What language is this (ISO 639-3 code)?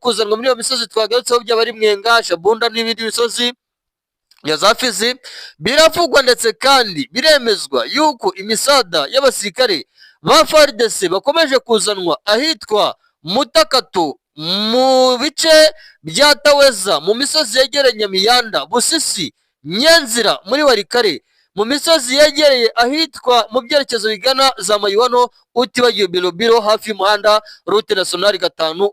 kin